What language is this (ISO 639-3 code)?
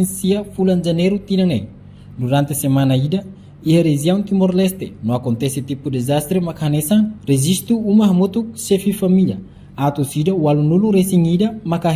tet